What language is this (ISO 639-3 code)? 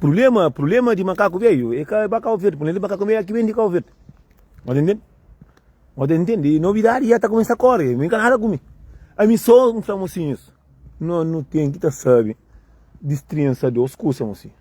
kea